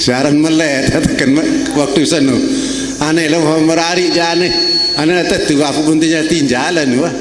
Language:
Sasak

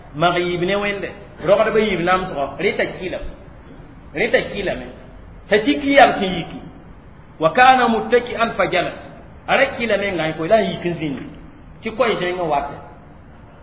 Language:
Mossi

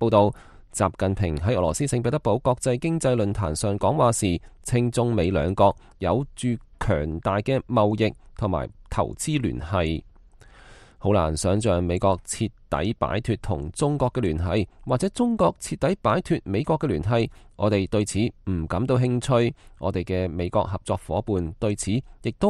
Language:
Cantonese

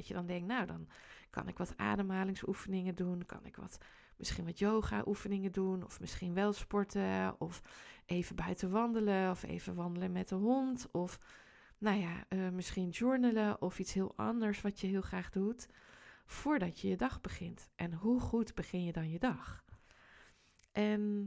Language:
Dutch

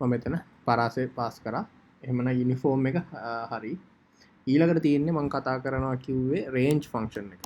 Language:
Sinhala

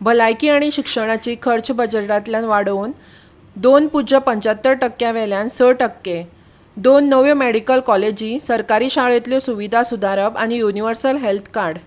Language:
Konkani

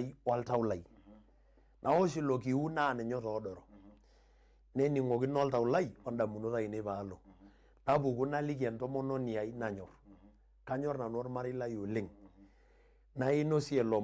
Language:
Masai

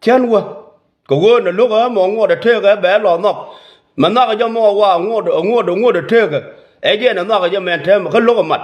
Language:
Nuer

